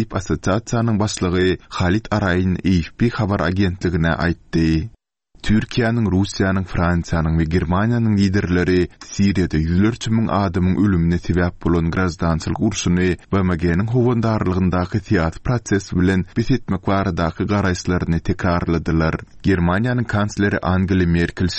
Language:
Turkmen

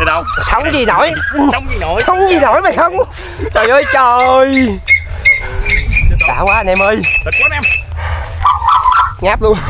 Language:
Vietnamese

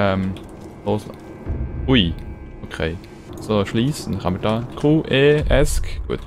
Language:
Swiss German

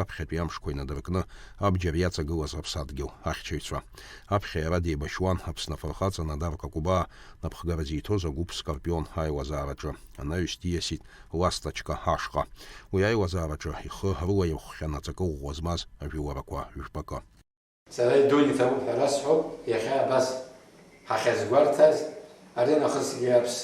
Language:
Abkhazian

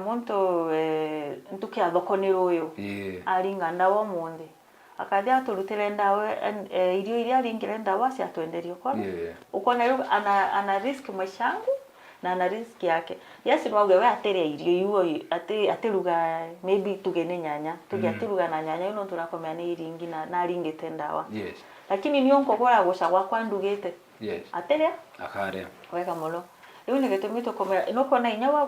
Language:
Meru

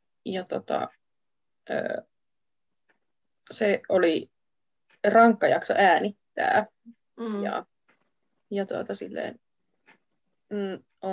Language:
Finnish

